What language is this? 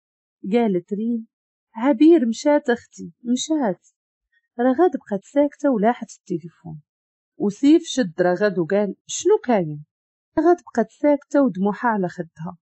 Moroccan Arabic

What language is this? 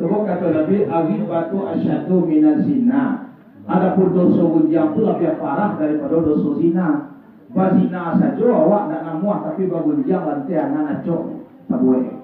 Minangkabau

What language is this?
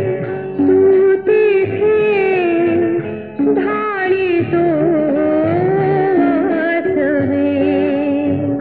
Marathi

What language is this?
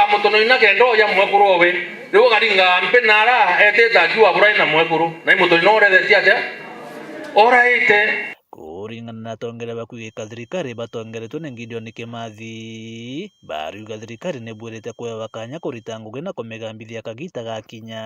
Meru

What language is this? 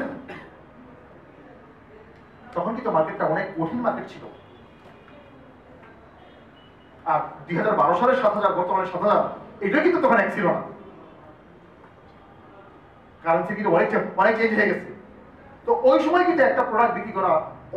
Bangla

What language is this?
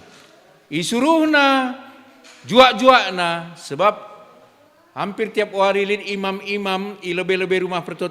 Batak Karo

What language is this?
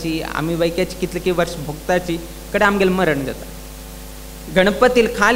Konkani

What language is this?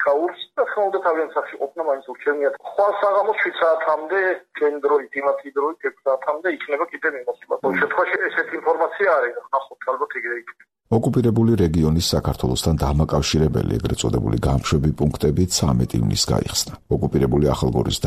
Georgian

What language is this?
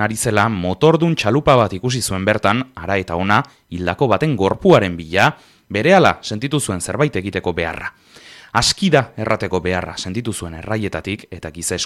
Basque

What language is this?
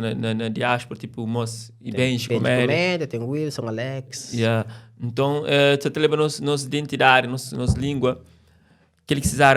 Kabuverdianu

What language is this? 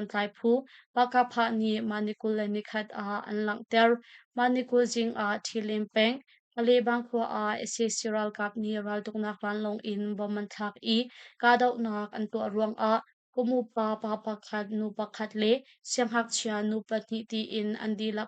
Hakha Chin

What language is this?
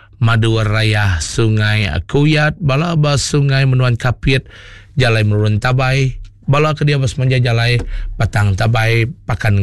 Iban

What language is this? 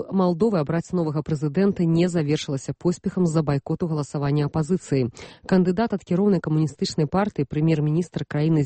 Belarusian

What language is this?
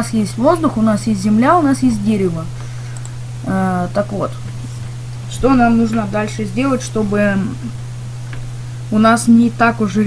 Russian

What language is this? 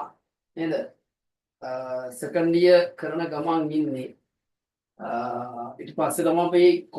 Sinhala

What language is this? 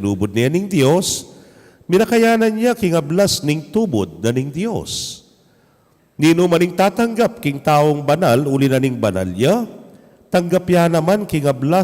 Pampanga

